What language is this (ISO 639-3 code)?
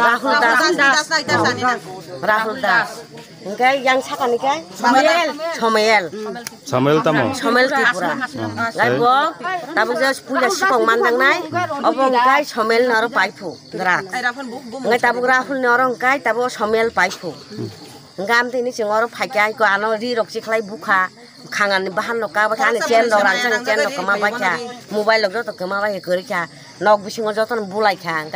trp